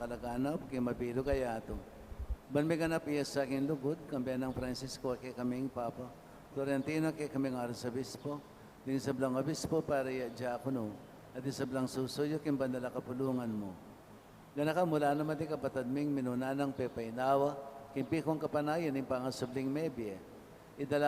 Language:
Pampanga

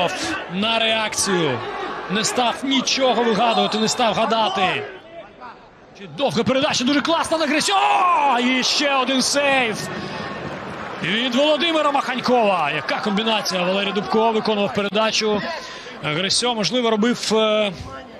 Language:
Ukrainian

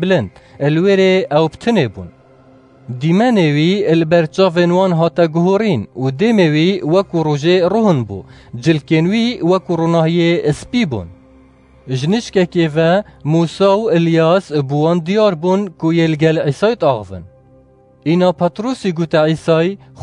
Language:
Kurdish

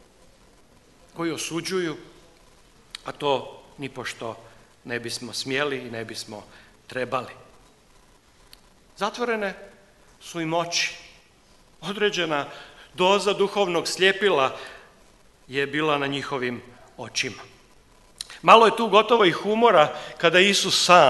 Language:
Croatian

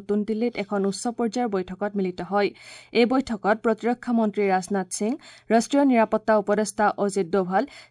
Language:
Assamese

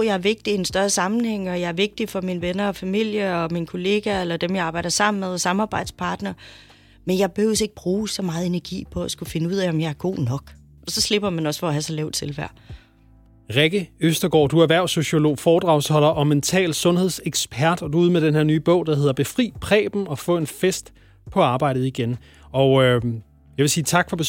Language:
Danish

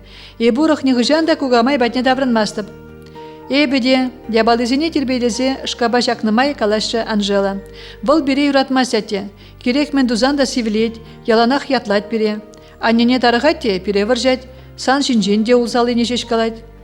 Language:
Chuvash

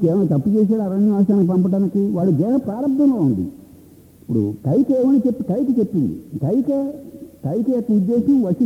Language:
Telugu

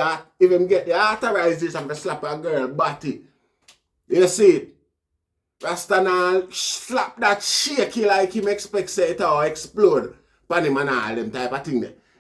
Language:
Jamaican Creole English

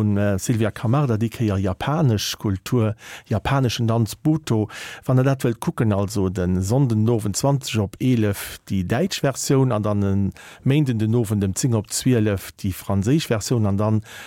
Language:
Luxembourgish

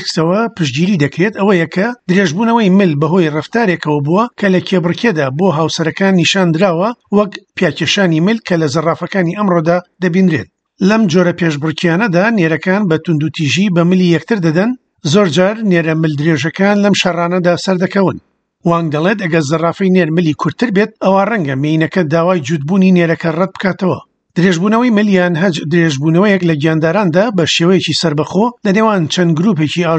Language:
Central Kurdish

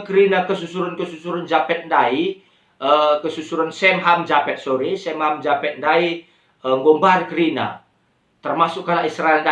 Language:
Batak Karo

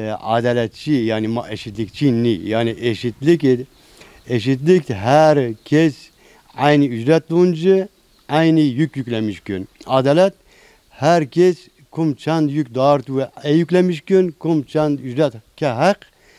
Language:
Zaza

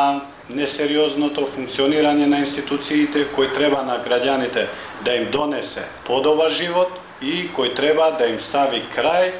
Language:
Macedonian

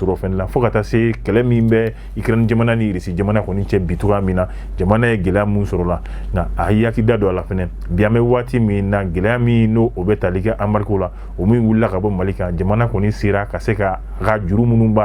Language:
Bambara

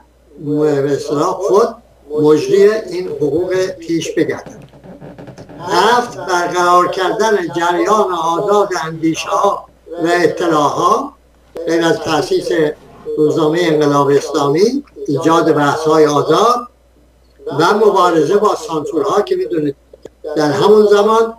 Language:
Persian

